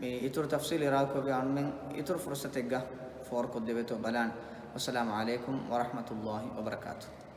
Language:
Divehi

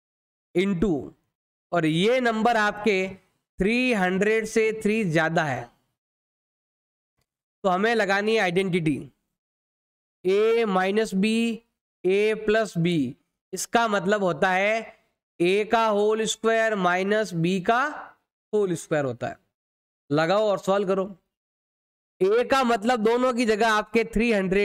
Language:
Hindi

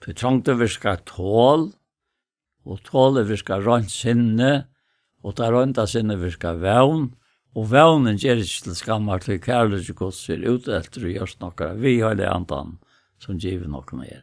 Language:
Faroese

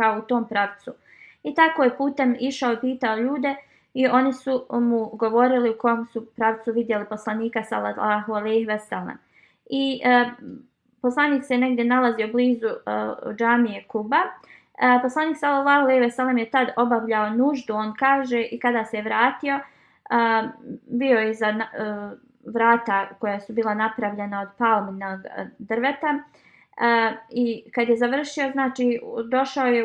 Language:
Bosnian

